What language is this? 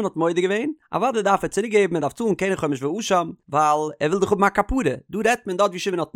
Yiddish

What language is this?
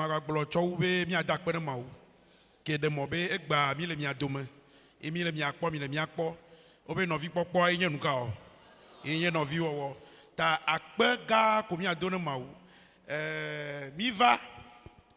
Ewe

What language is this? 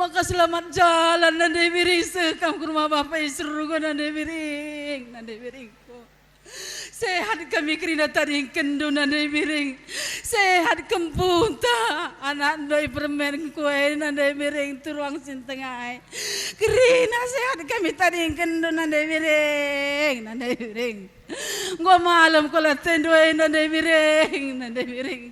Batak Karo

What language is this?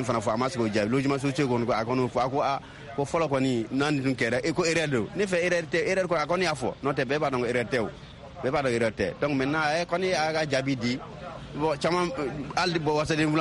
Bambara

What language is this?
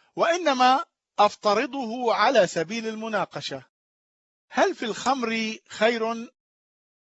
Arabic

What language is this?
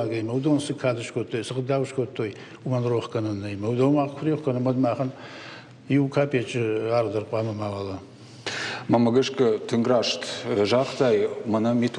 Ossetic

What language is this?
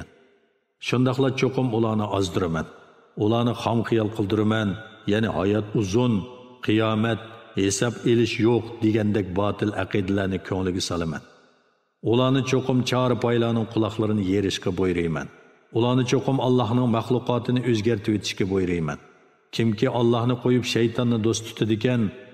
Uyghur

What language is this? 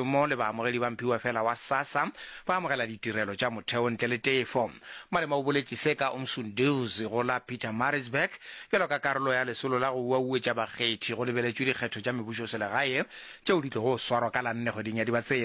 Northern Sotho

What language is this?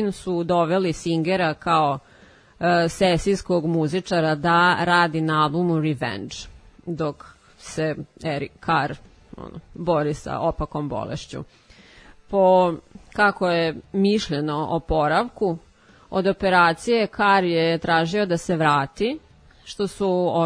Serbian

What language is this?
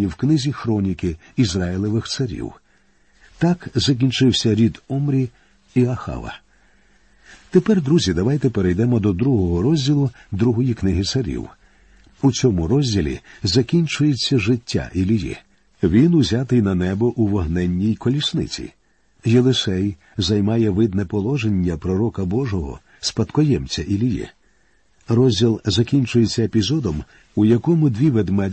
Ukrainian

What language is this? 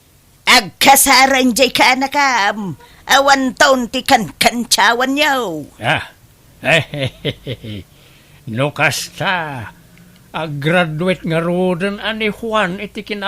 Iloko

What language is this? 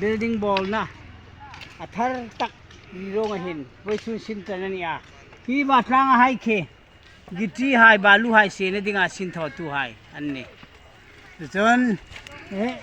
Hmar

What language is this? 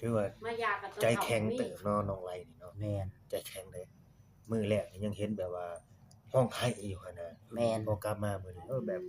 Northeastern Thai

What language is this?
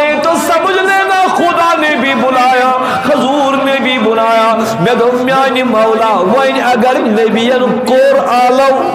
Kashmiri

